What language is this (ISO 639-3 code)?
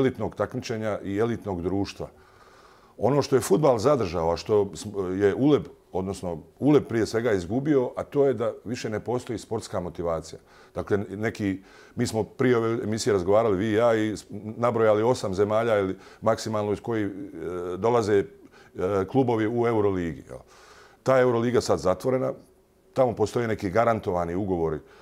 bos